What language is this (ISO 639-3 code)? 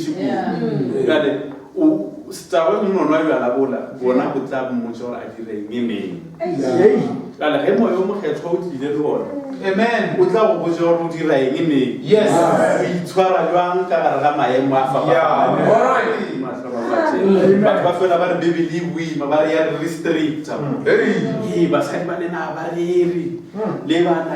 nso